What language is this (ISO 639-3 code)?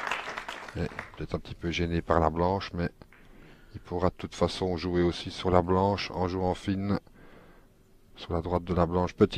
fra